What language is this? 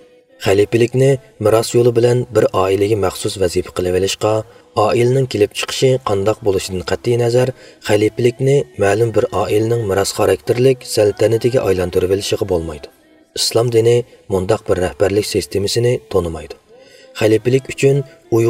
Uyghur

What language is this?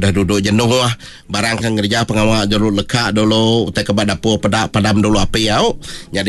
Iban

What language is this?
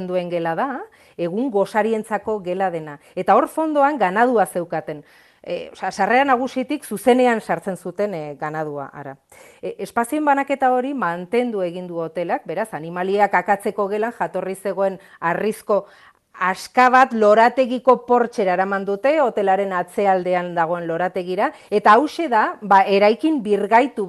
Basque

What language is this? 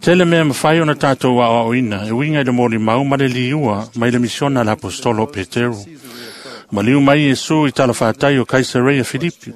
Samoan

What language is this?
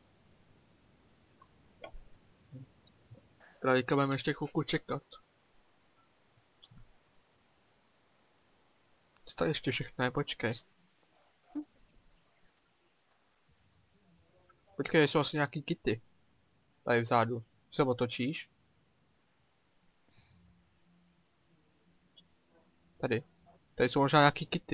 Czech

